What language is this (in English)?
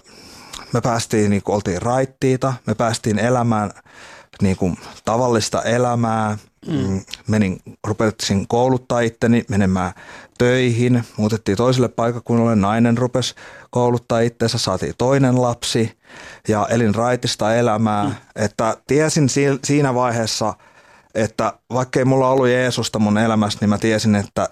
Finnish